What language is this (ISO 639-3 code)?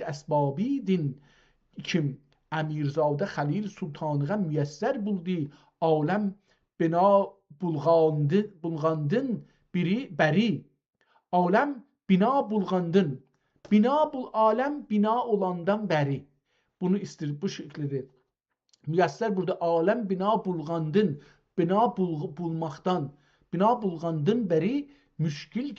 azb